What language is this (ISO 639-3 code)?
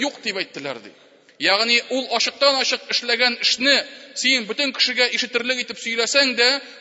tat